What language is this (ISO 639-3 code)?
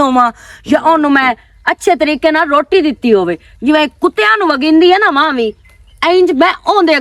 lah